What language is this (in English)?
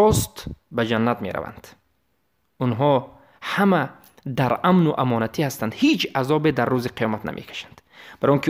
Tajik